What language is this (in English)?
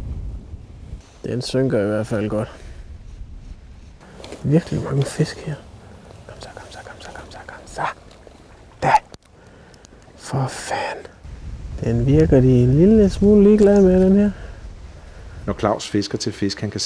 Danish